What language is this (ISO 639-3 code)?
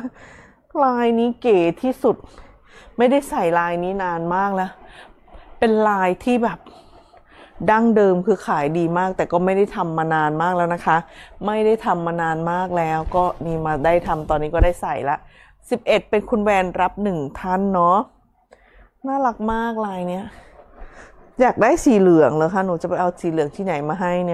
tha